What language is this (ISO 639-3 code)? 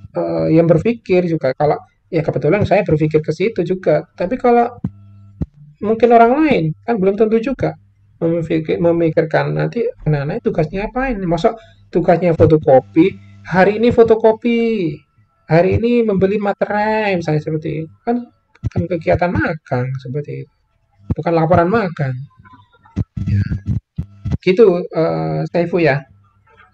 ind